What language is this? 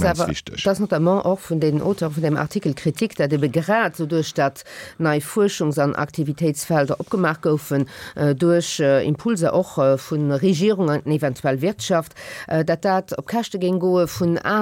Luxembourgish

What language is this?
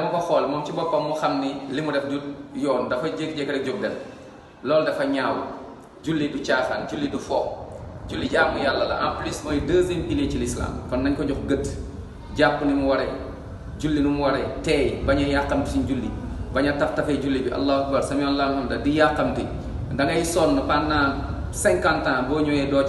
Wolof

